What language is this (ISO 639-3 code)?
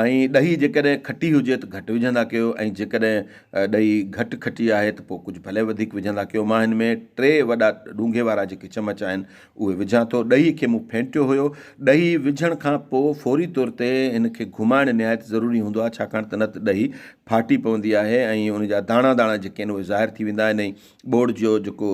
snd